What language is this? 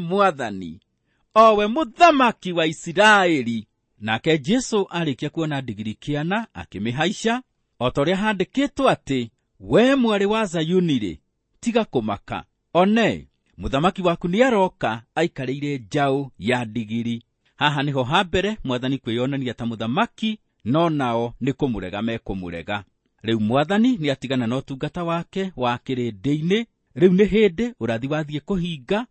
Kikuyu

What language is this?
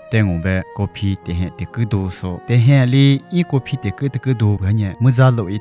Lisu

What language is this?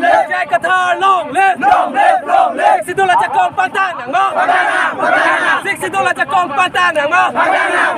Karbi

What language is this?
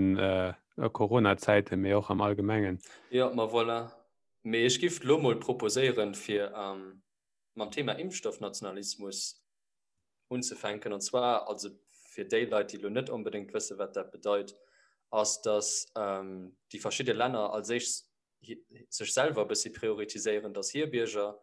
Luxembourgish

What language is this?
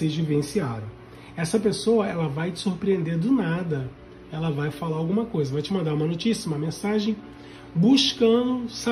Portuguese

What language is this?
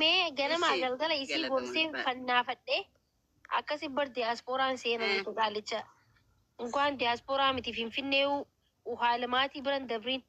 Oromo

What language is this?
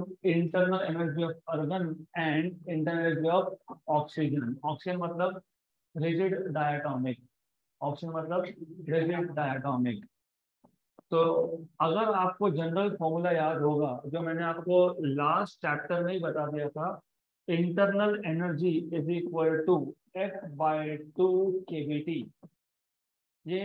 Hindi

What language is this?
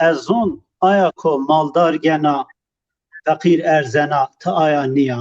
Zaza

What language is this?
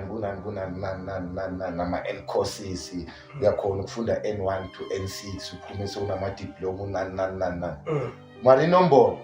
Zulu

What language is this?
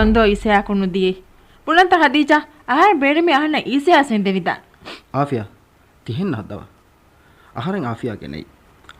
Divehi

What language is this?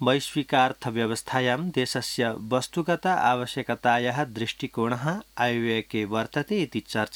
Sanskrit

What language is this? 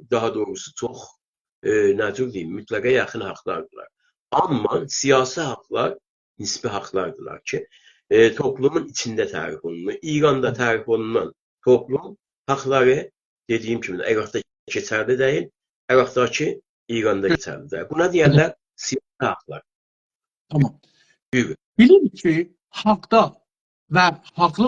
South Azerbaijani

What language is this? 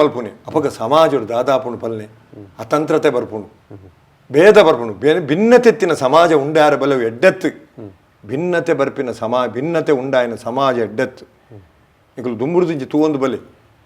Tulu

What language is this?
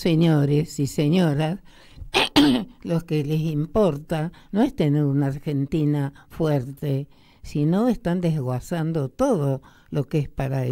Spanish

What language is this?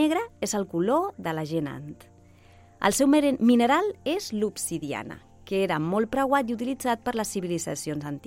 Catalan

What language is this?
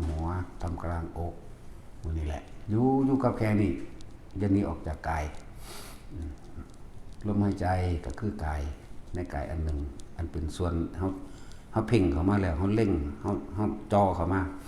Northeastern Thai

